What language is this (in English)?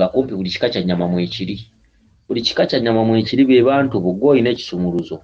Ganda